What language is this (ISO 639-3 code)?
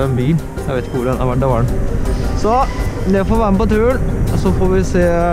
nor